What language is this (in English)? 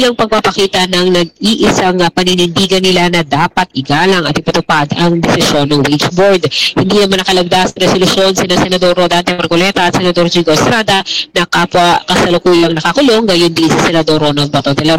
Filipino